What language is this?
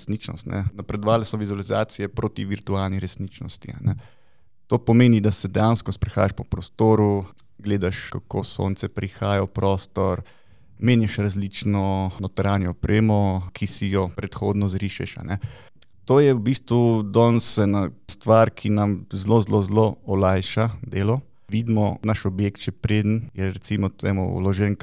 Slovenian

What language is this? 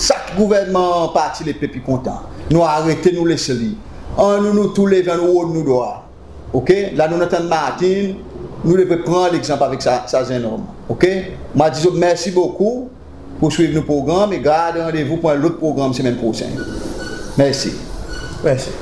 Seselwa Creole French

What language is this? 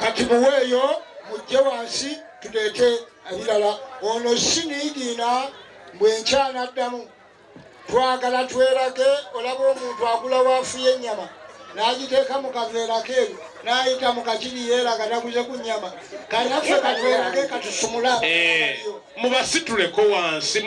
Ganda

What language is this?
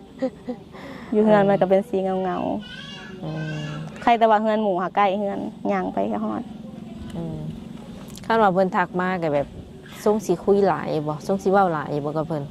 Lao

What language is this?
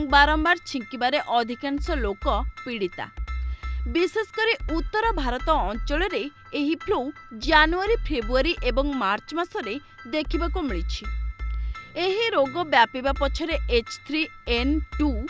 Odia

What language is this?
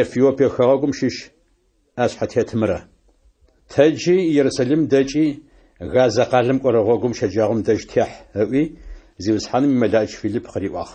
Adyghe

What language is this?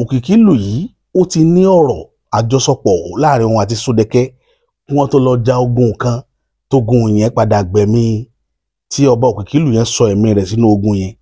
Yoruba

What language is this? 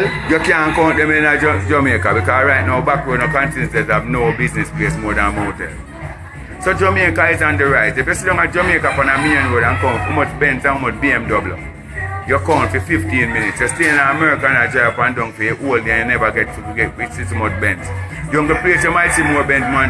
Jamaican Creole English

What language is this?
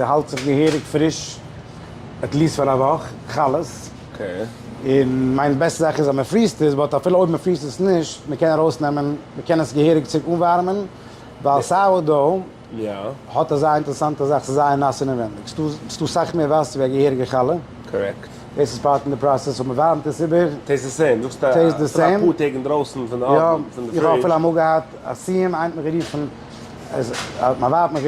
Yiddish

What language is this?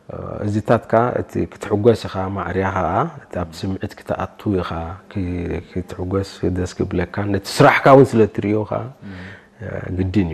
Tigrinya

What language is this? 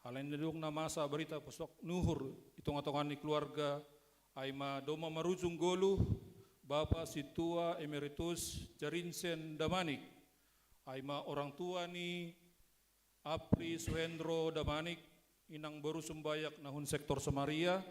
Batak Simalungun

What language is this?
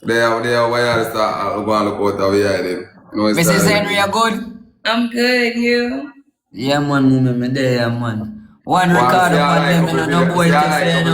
Jamaican Creole English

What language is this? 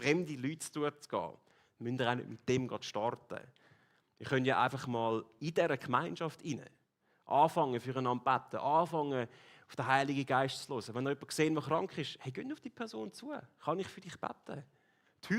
Swiss German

